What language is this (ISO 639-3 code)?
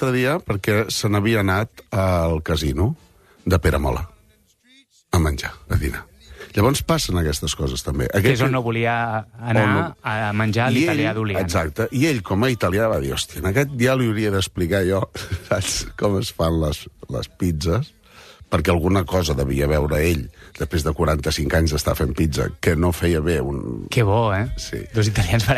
cat